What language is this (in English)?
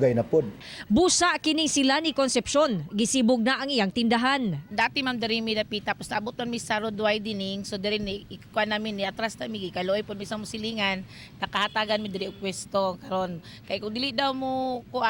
Cebuano